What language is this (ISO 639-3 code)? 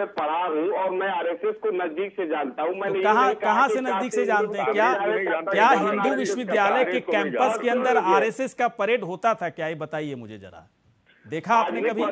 hin